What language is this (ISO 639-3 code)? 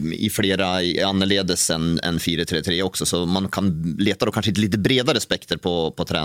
nor